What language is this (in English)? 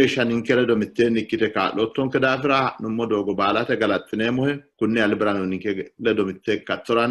Sidamo